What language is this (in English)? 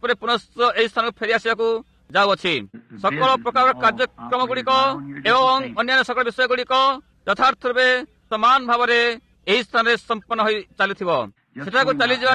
Odia